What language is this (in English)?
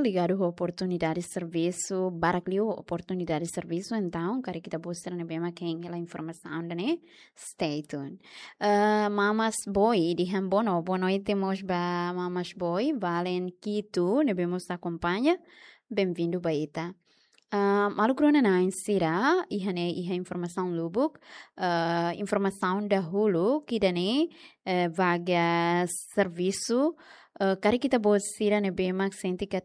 Tetum